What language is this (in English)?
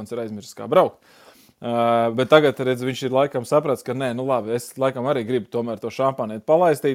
Latvian